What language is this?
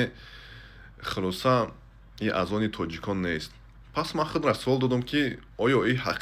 Tajik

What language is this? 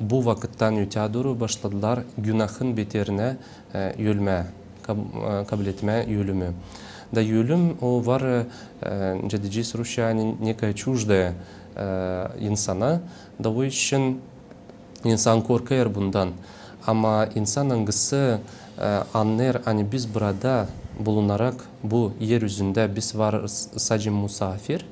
Gagauz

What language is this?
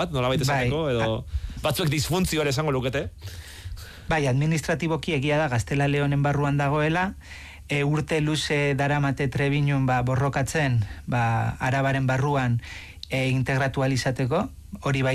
Basque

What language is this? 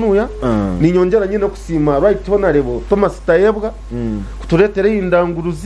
Nyankole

